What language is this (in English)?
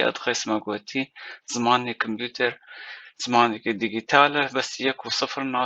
Kurdish